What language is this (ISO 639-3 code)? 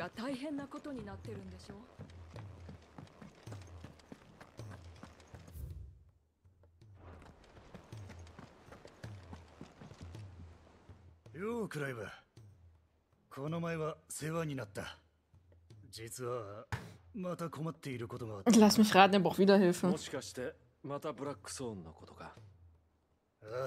jpn